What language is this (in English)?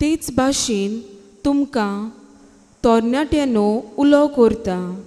Konkani